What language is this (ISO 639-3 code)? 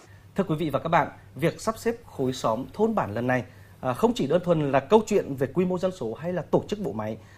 vie